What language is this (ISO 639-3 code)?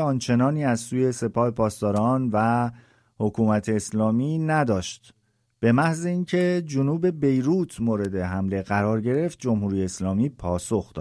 fas